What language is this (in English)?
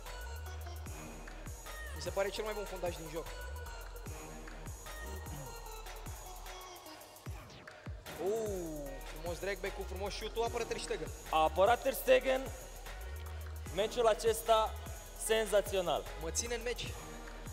Romanian